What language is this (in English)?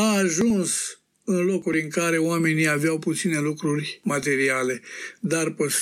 Romanian